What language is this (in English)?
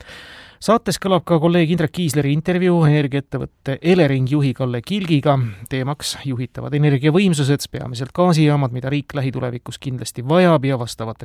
Estonian